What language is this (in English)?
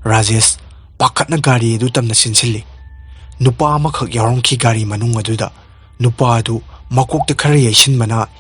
Manipuri